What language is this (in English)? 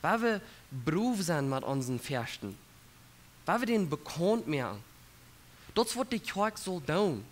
Plautdietsch